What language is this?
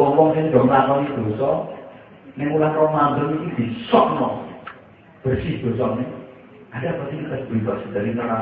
Javanese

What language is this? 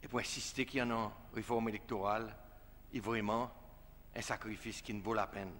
Seselwa Creole French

